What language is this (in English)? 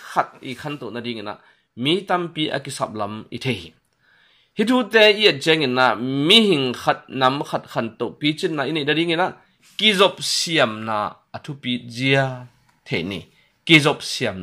Tedim Chin